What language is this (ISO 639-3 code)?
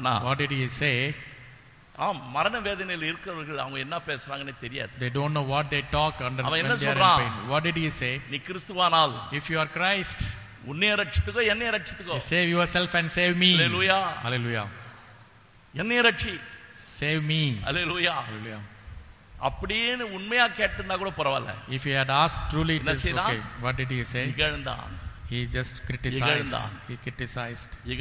tam